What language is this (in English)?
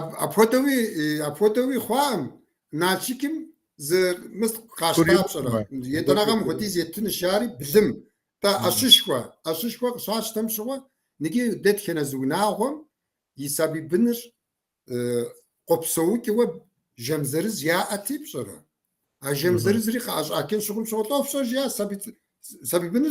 Kabardian